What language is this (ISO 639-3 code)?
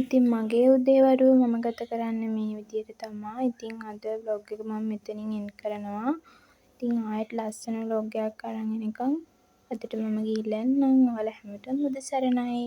sin